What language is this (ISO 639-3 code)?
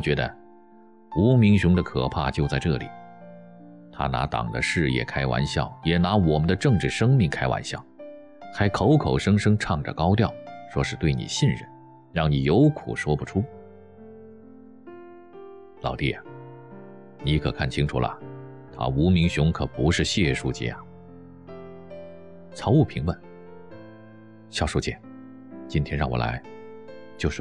zho